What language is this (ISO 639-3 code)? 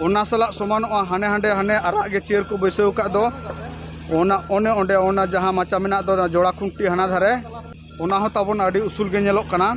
sat